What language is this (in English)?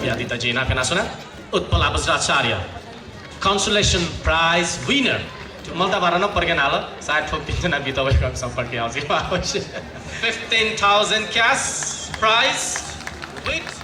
Newari